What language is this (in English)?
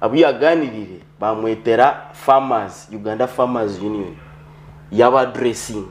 Nyankole